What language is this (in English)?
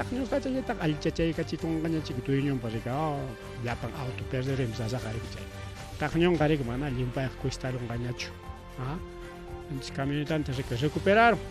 Ayacucho Quechua